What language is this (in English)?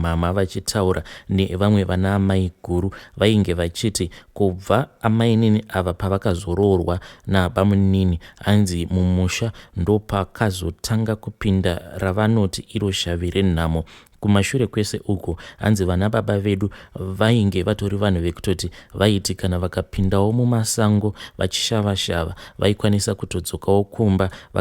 Shona